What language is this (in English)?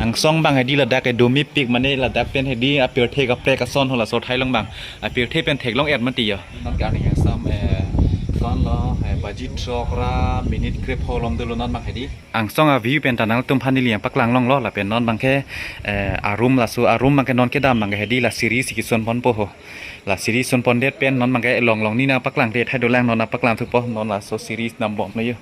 Karbi